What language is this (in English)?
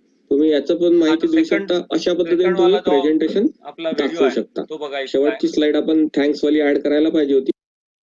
Marathi